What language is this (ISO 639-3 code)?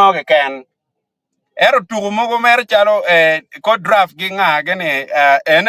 ach